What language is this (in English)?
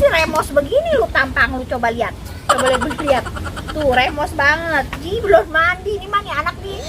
Betawi